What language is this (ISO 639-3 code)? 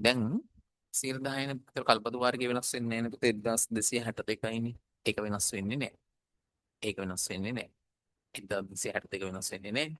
sin